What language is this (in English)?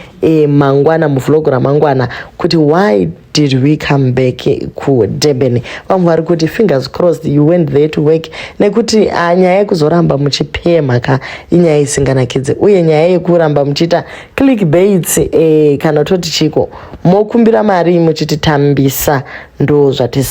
Shona